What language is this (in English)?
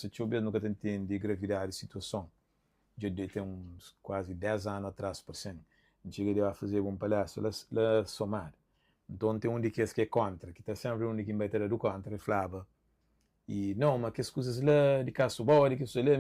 Kabuverdianu